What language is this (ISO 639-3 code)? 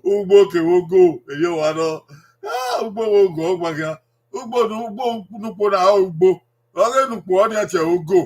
bin